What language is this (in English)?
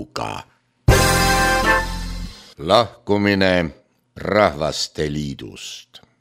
Estonian